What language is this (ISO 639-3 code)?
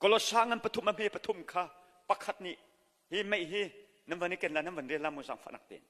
cnh